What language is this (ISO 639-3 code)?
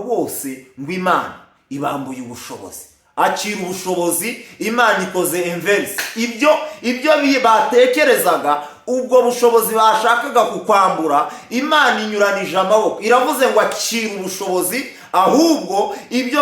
kin